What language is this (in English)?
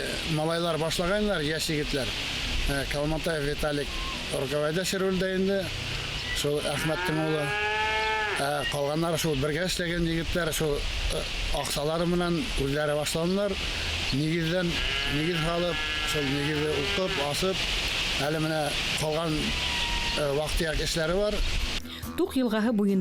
Bashkir